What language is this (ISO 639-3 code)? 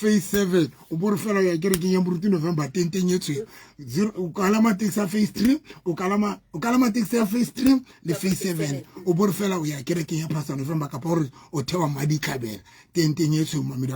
sot